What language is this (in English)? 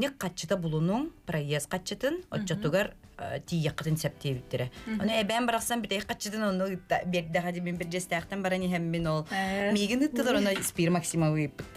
Yakut